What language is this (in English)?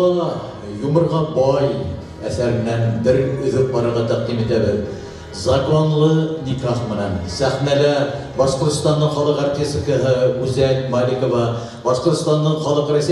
Bashkir